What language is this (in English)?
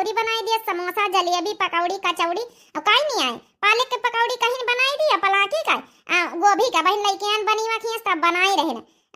Awadhi